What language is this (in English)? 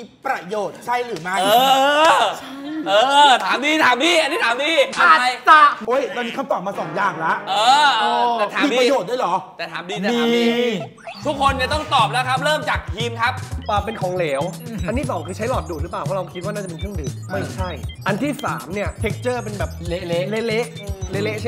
Thai